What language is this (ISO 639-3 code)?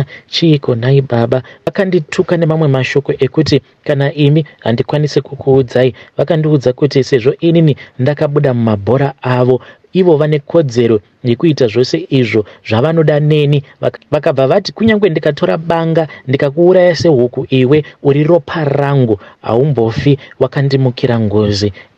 sna